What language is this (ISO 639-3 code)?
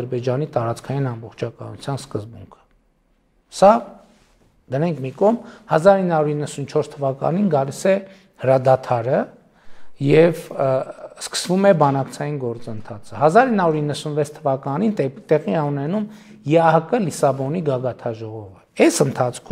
hye